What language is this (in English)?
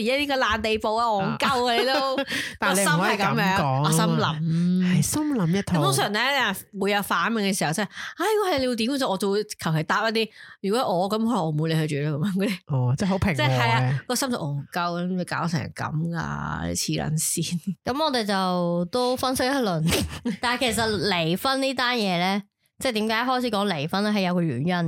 Cantonese